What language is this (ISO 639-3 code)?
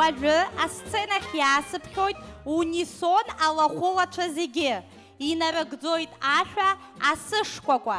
abk